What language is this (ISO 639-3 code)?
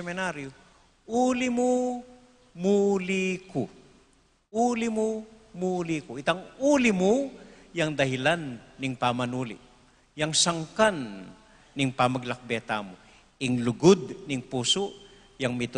pam